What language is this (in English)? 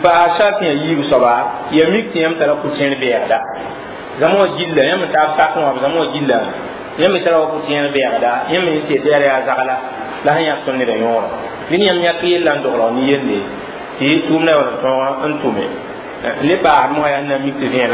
Mossi